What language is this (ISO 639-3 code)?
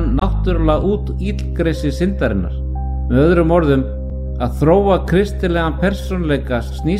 isl